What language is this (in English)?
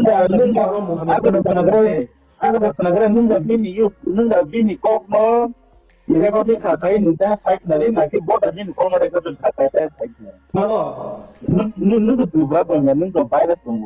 Riang (India)